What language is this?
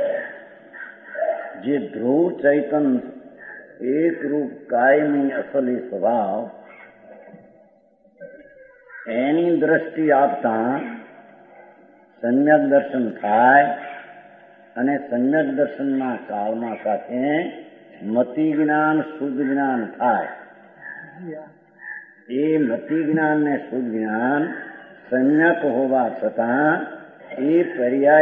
Gujarati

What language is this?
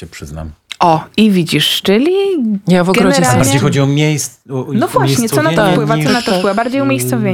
Polish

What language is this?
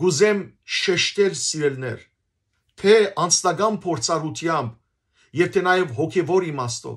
Western Armenian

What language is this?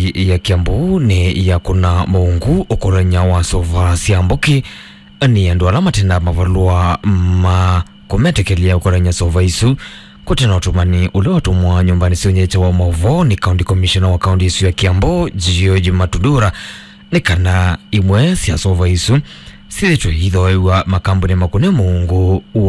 Kamba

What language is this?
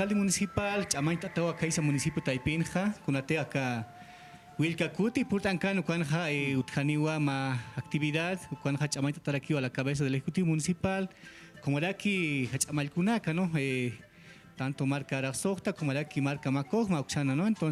Aymara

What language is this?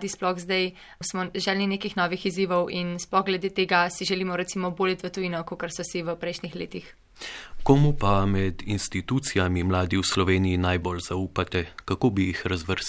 Slovenian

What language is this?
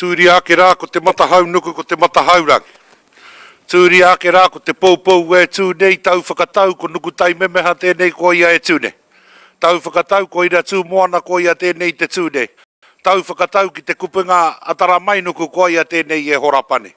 Māori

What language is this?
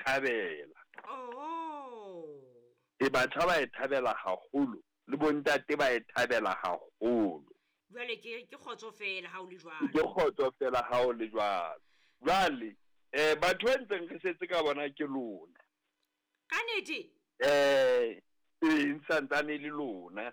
Southern Sotho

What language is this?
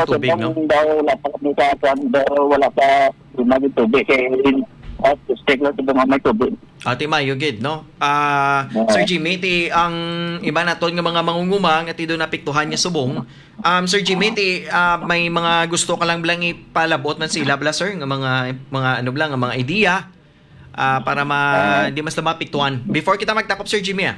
Hiligaynon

